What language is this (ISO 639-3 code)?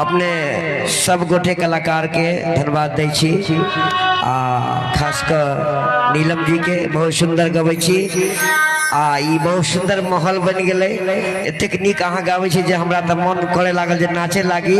mai